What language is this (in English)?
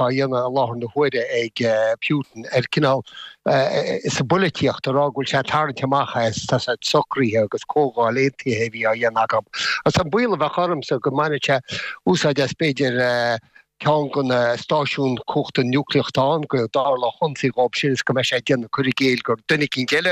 Irish